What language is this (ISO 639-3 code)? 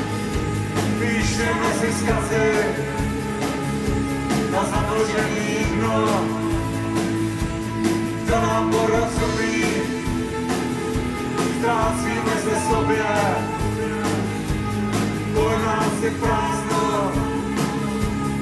ces